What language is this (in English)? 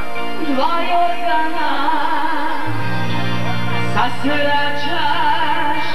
Croatian